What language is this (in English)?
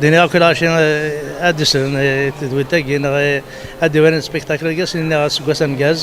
Kabyle